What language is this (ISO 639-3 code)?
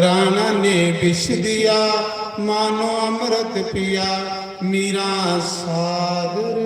doi